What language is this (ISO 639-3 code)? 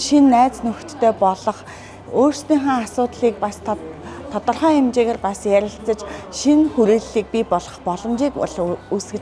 mon